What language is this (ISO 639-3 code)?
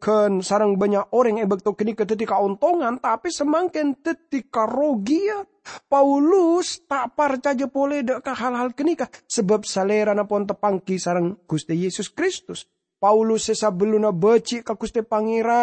mad